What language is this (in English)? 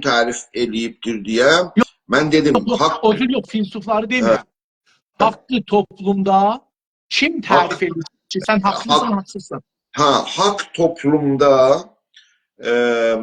South Azerbaijani